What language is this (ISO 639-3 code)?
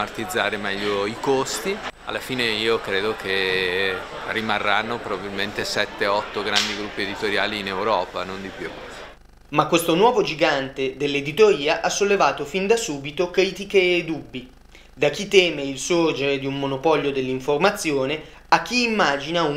ita